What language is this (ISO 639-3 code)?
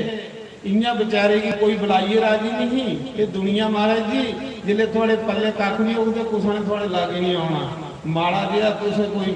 doi